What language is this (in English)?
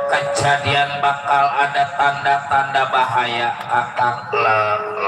Betawi